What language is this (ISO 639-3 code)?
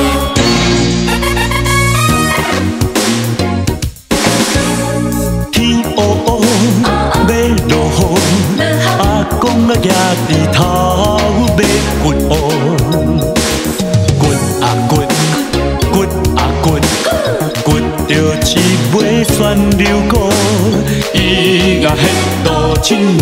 nan